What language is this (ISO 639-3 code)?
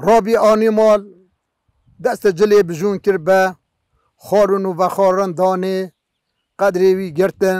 kur